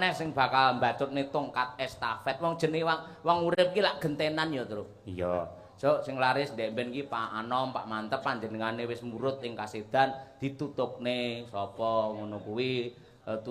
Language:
Javanese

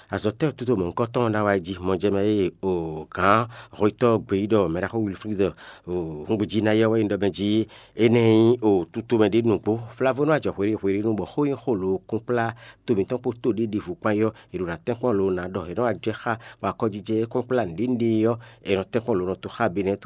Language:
Fon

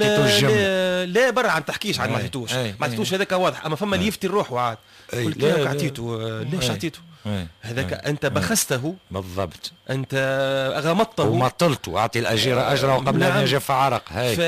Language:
Tunisian Arabic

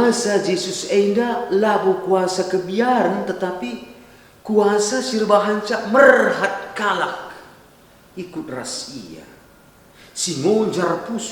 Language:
Batak Karo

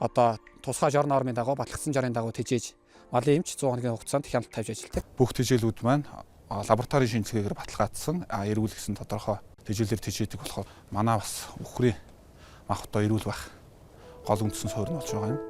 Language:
Mongolian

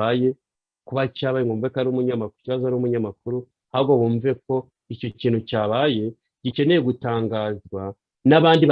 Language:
Kinyarwanda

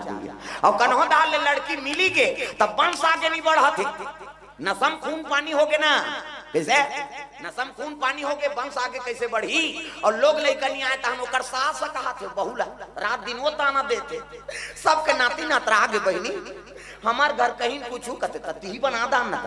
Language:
Chhattisgarhi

